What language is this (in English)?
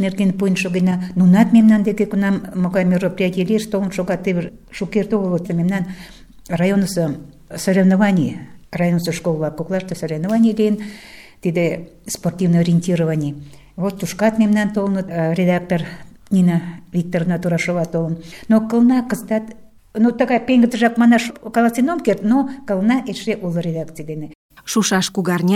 Mari